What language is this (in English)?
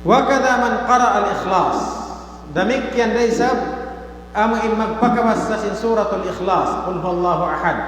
Tausug